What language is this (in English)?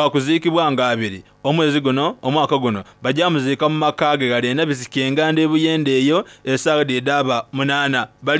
Soga